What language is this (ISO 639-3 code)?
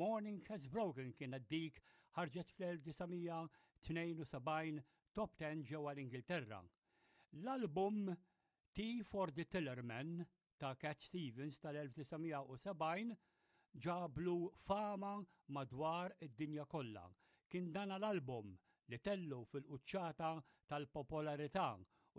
mlt